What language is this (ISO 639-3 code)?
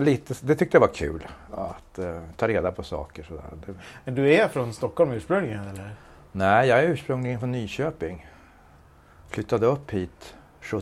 swe